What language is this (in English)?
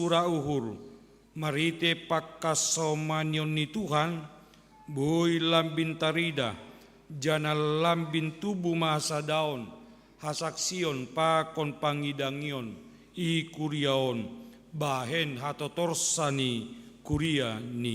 Batak Simalungun